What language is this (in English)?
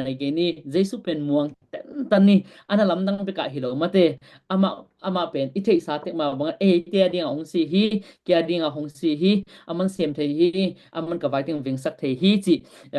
Tedim Chin